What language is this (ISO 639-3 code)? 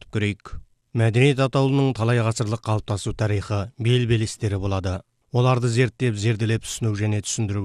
kaz